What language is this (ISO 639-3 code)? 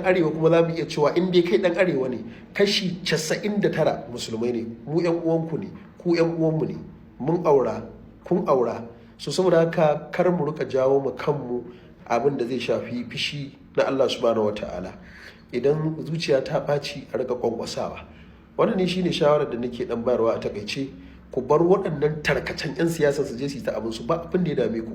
hau